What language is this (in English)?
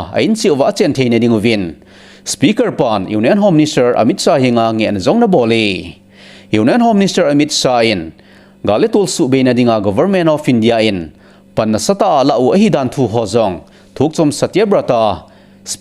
Thado Chin